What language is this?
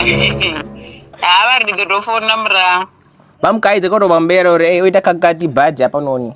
Venda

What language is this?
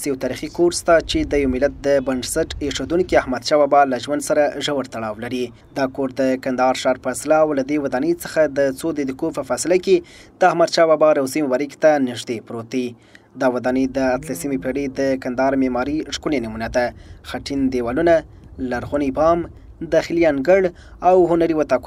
Pashto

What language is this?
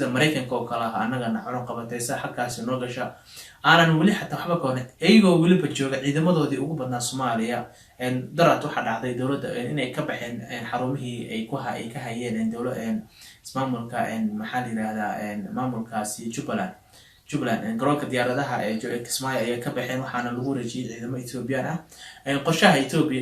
Somali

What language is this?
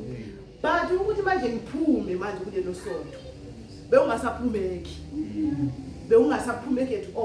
Zulu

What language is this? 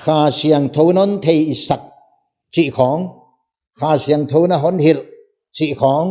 Paite Chin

